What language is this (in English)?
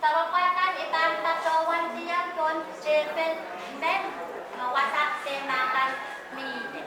Pohnpeian